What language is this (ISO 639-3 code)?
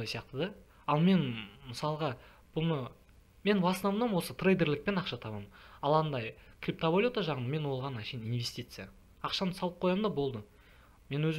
kaz